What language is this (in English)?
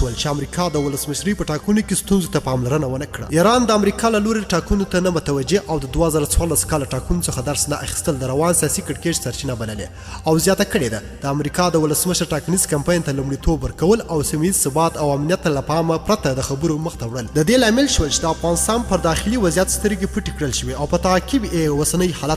Pashto